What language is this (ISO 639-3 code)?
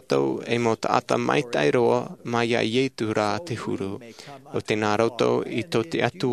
tah